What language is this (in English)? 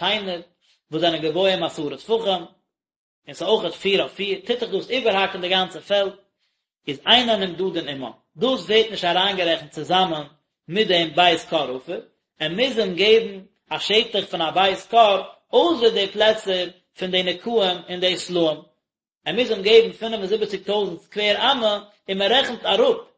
Yiddish